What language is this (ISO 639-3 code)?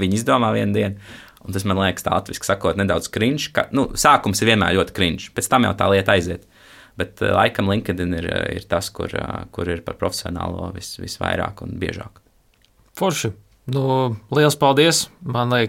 lav